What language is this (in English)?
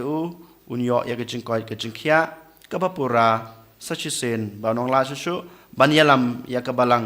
Khasi